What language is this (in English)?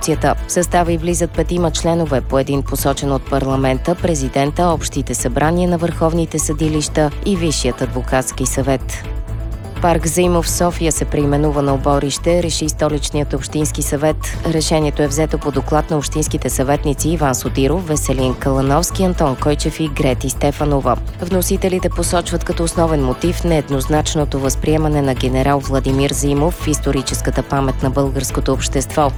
Bulgarian